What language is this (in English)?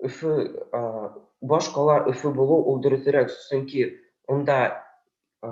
Bashkir